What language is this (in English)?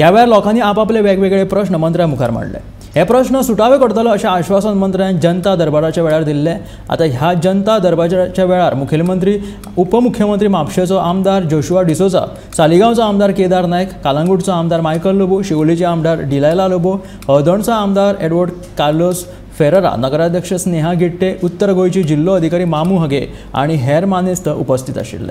Konkani